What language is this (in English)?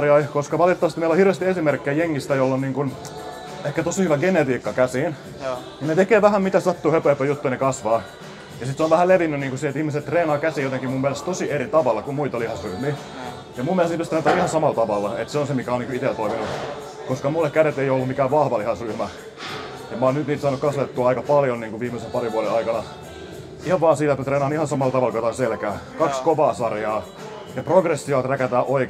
Finnish